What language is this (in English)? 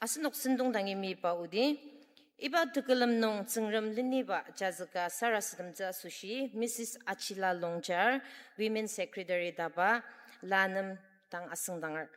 Ao Naga